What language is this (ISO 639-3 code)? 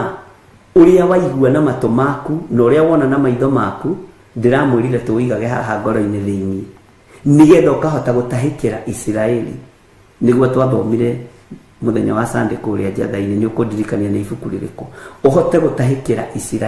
kik